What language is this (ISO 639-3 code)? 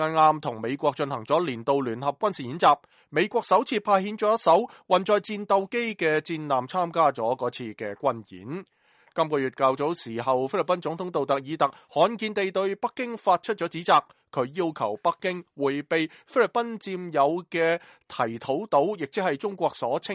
yue